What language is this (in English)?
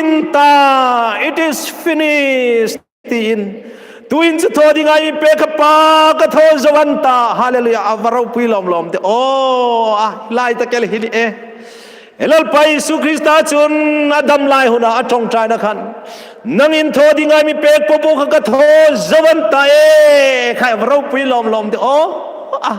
Hmar